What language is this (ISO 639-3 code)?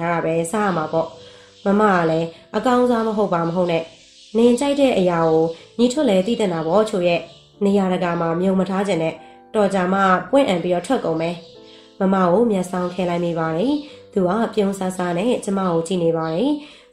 mya